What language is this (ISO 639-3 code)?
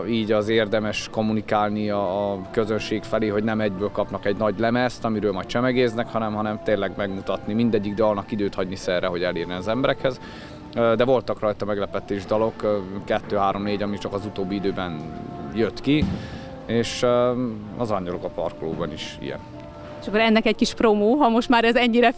hun